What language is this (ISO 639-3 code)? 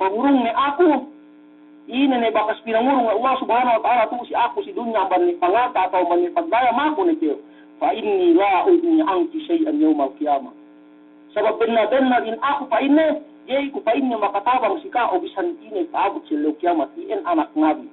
yka